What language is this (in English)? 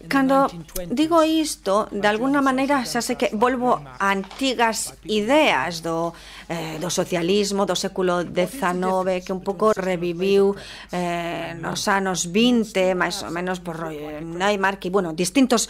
Galician